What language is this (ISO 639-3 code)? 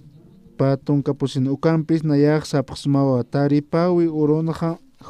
aym